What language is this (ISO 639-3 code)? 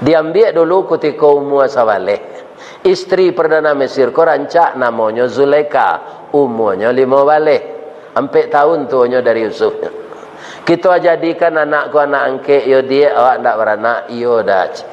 min